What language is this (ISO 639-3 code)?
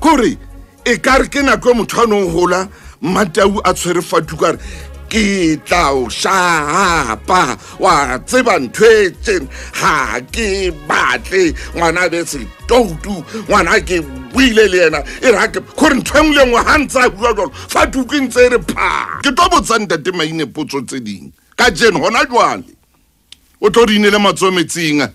sot